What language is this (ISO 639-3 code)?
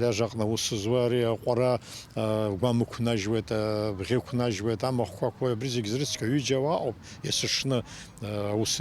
abk